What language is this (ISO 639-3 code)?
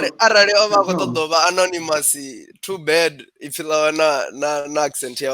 ven